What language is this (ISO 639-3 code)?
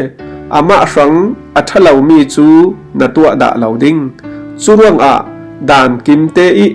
cfm